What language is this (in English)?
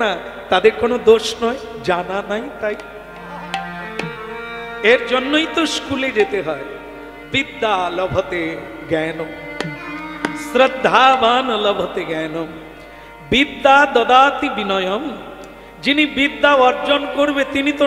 Bangla